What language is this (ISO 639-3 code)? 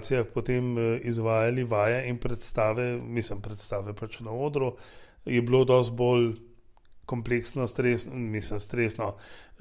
slv